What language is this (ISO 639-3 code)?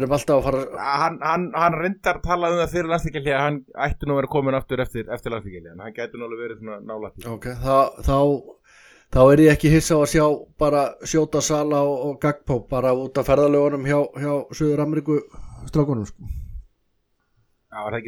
isl